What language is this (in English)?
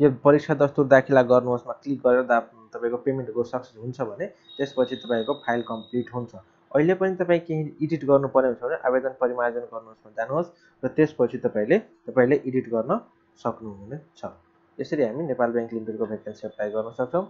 Nepali